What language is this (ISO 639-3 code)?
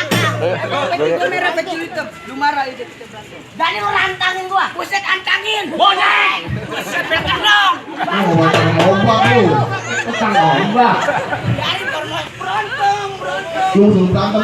bew